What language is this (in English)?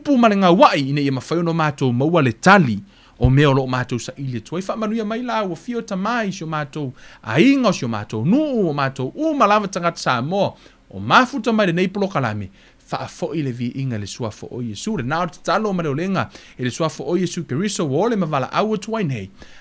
Samoan